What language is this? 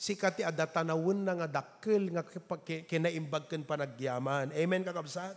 Iloko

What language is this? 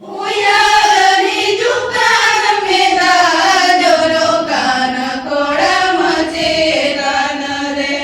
Santali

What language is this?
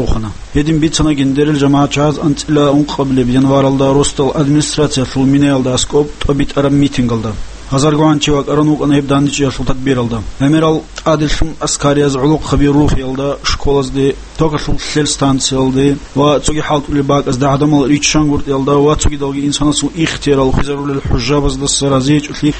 Avaric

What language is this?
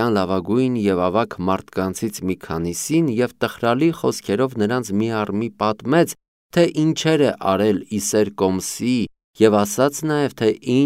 Armenian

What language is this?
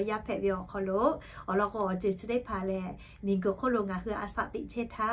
Lahu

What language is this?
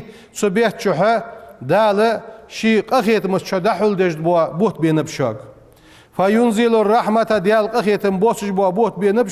Ingush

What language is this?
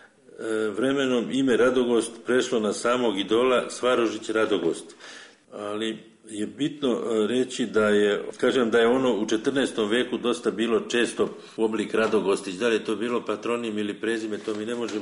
Serbian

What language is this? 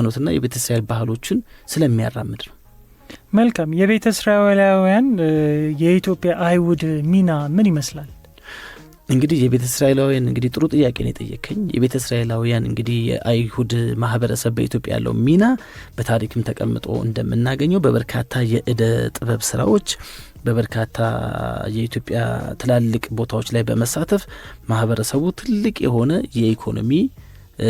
Amharic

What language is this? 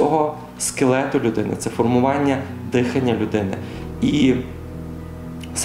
Ukrainian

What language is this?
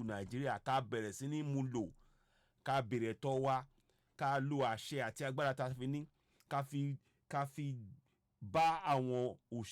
Yoruba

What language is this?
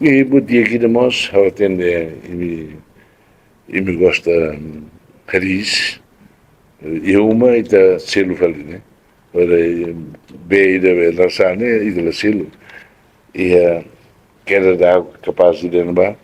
Tetum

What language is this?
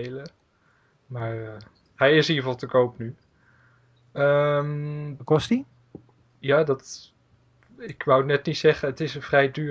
Dutch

